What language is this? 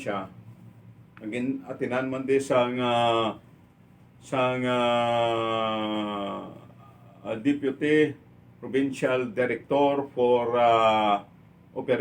Hiligaynon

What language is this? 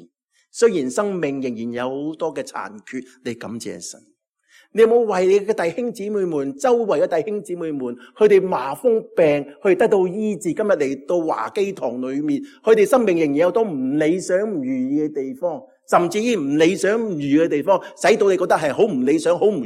Cantonese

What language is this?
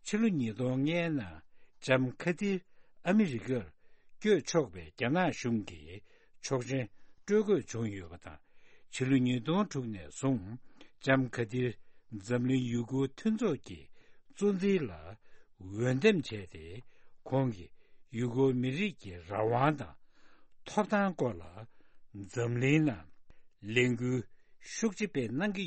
Tibetan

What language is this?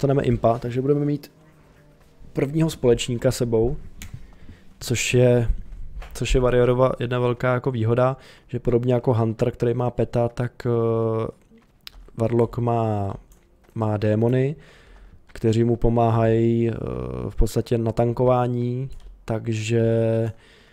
Czech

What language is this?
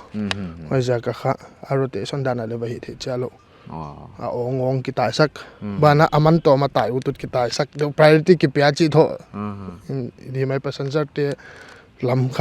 Paite Chin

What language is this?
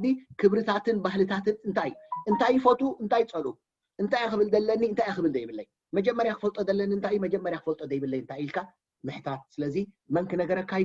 Tigrinya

